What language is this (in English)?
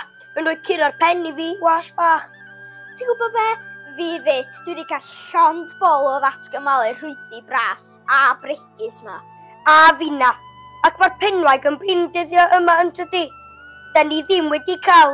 Welsh